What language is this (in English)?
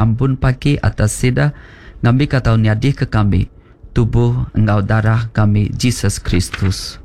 Iban